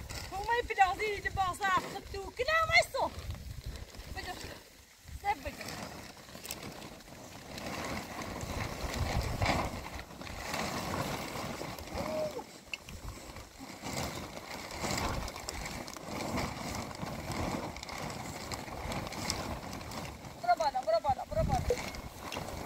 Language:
Persian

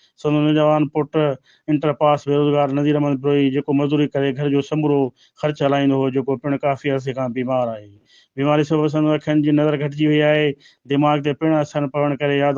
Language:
Sindhi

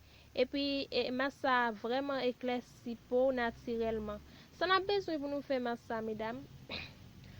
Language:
Haitian Creole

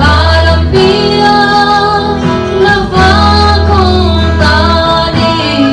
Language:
Tedim Chin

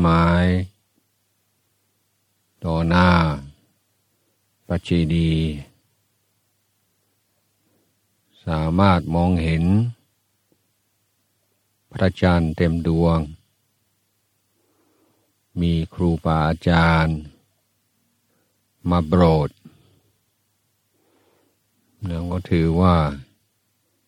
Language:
Thai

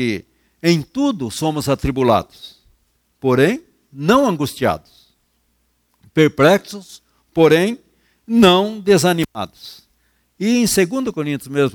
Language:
Portuguese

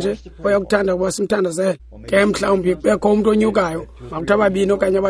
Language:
Xhosa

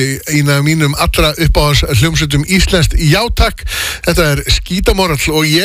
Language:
Icelandic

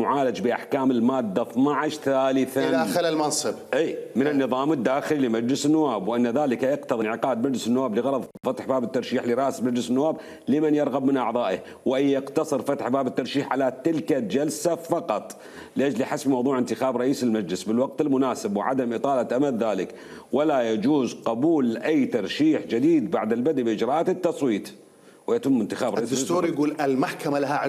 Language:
Mesopotamian Arabic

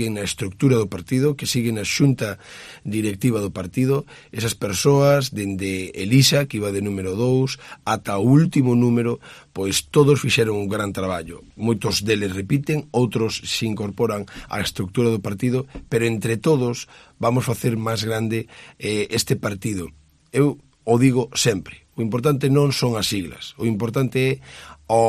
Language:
Galician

